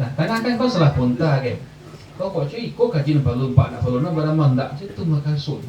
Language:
Minangkabau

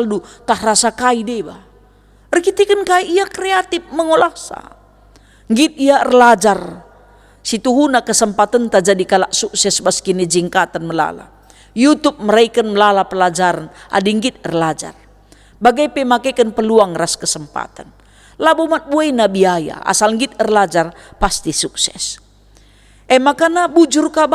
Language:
Batak Karo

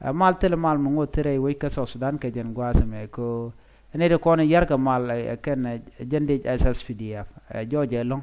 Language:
Nuer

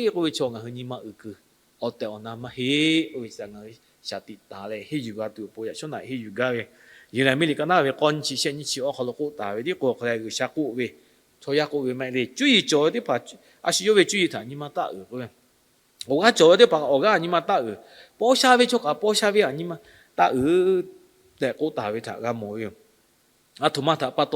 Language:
Lahu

